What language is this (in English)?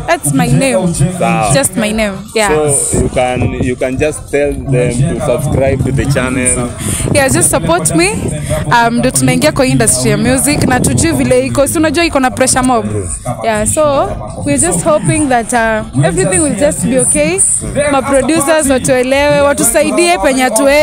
Swahili